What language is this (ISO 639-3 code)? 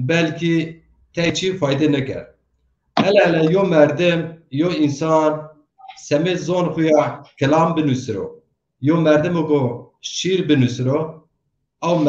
zza